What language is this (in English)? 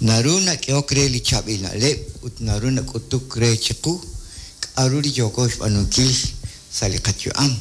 Kekchí